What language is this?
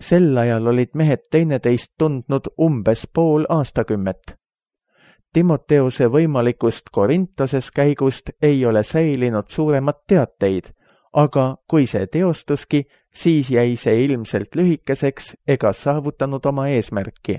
Estonian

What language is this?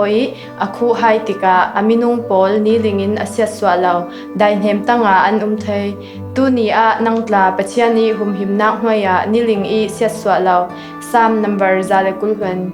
Falam Chin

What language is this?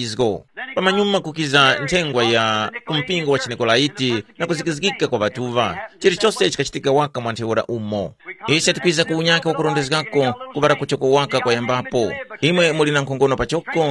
Tumbuka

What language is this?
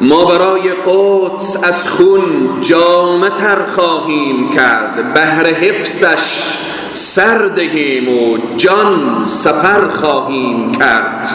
Persian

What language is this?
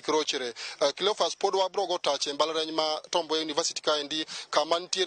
Luo (Kenya and Tanzania)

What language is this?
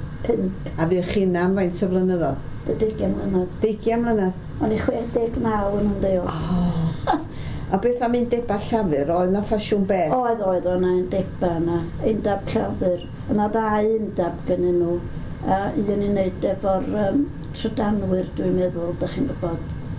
Welsh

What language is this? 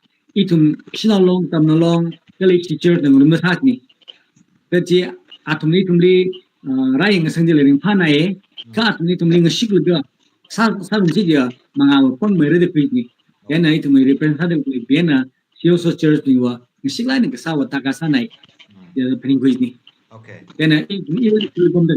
Tangkhul Naga (India)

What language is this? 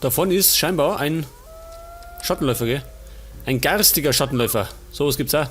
Bavarian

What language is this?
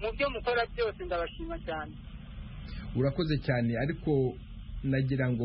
Kinyarwanda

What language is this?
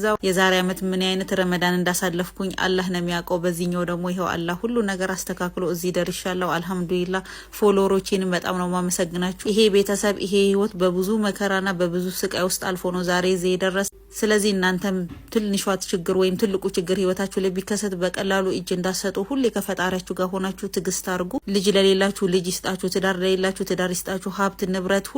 Amharic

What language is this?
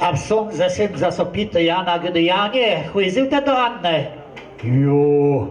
Kashubian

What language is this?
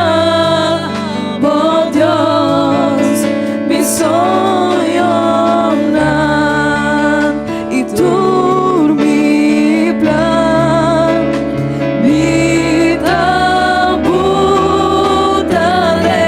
Papiamento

